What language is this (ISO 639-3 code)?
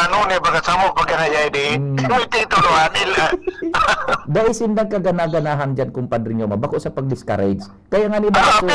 bik